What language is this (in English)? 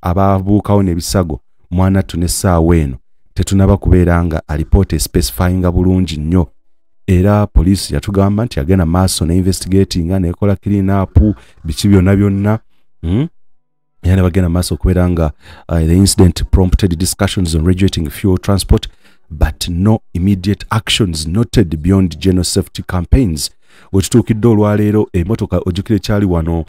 Ganda